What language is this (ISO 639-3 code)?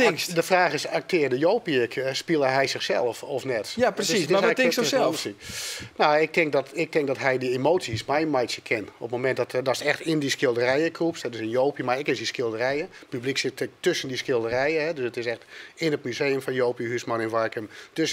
fry